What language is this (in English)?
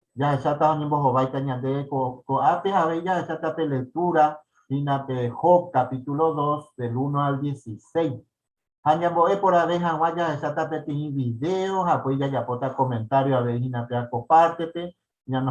Guarani